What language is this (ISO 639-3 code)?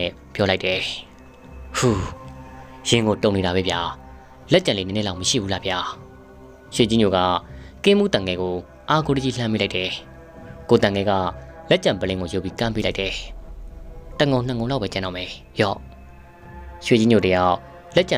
mya